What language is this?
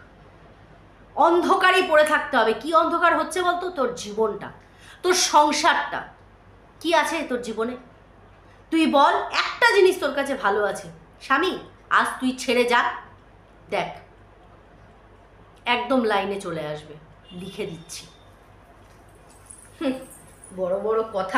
Bangla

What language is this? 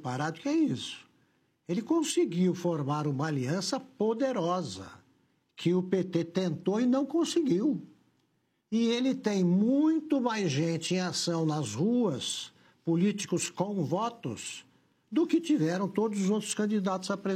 Portuguese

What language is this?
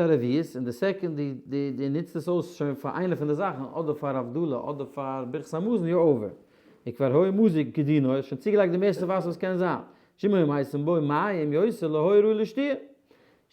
Yiddish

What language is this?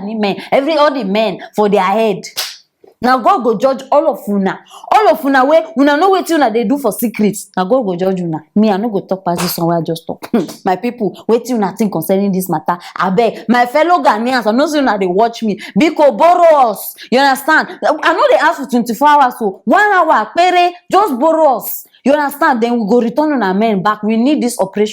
Nigerian Pidgin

